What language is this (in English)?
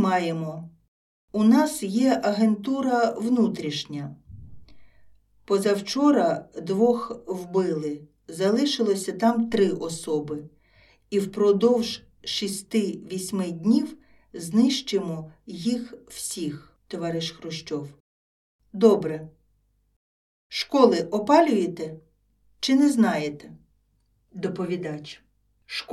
Ukrainian